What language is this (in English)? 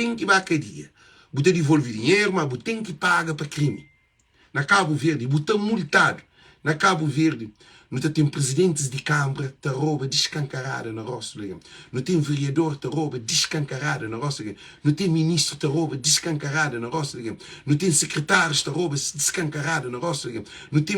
Kabuverdianu